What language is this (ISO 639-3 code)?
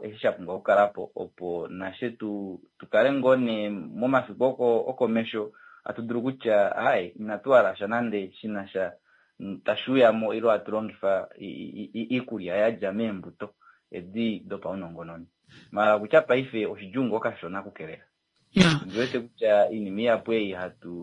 kua